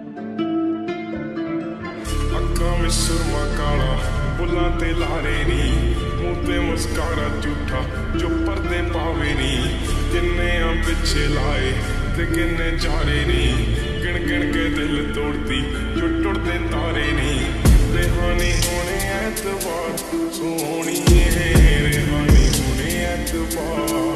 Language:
Punjabi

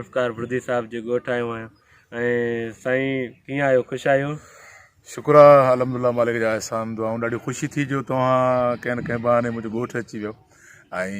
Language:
Sindhi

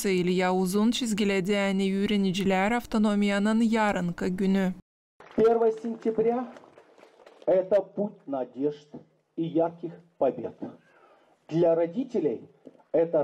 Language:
Gagauz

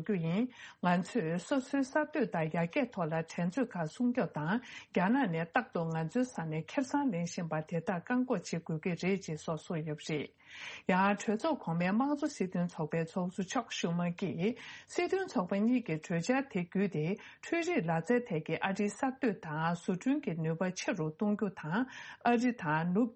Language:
Tibetan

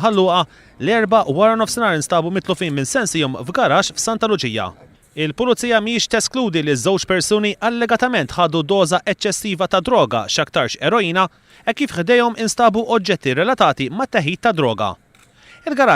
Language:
Maltese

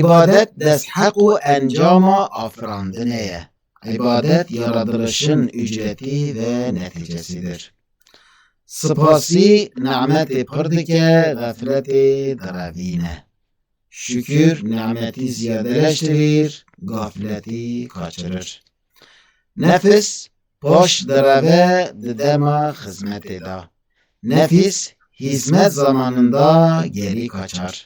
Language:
Kurdish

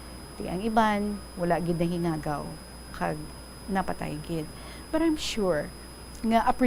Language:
Hiligaynon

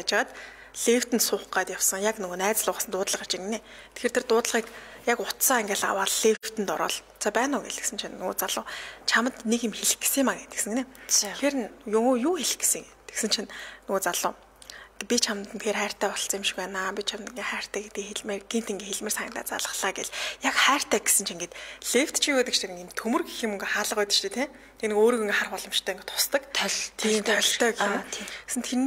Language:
Mongolian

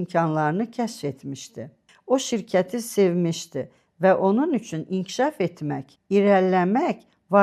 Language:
Azerbaijani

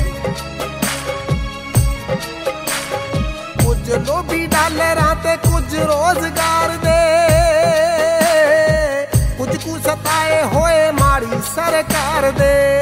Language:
Punjabi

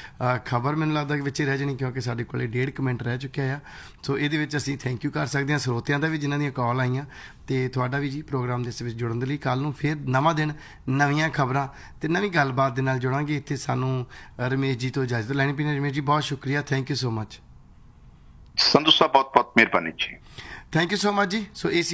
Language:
Punjabi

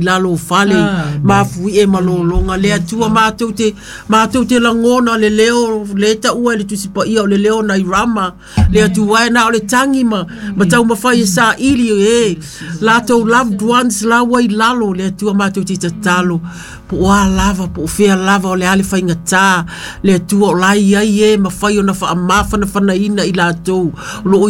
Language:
Samoan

